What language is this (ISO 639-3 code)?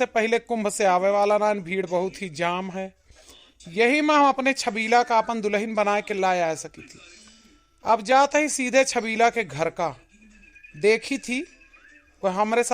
awa